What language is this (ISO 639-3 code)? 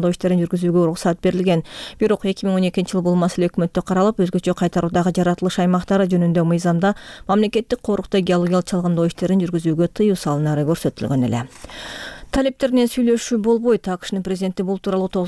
kir